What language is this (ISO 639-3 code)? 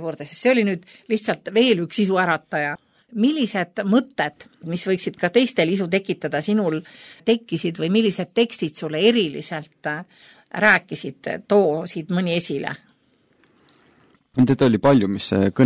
est